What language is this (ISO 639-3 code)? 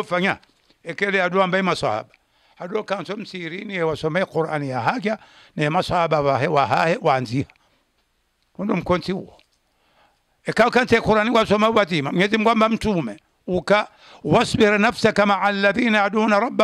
swa